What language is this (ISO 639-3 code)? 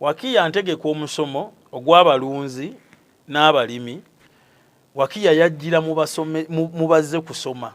lug